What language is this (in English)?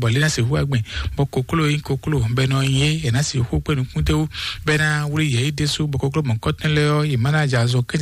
Fon